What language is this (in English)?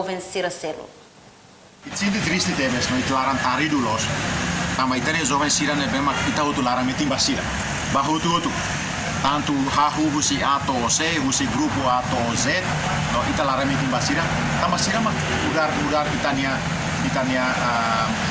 Tetum